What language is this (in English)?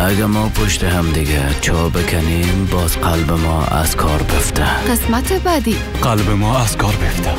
Persian